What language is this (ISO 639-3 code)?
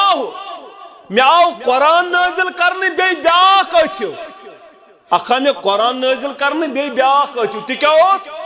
kas